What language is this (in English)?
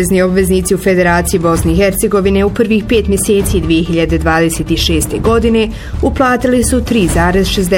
Bosnian